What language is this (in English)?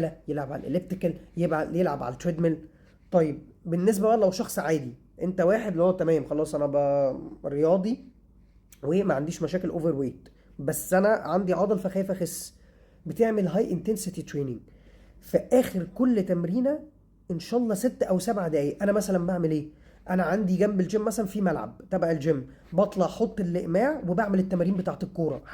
Egyptian Arabic